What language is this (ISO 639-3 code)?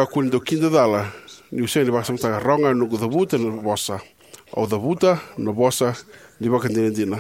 fij